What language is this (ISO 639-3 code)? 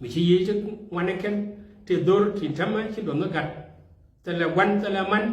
nus